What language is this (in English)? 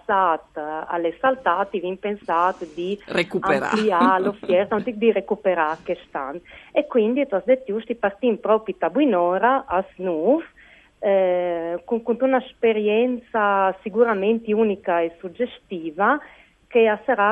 Friulian